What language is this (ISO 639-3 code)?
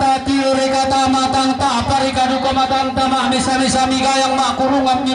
sda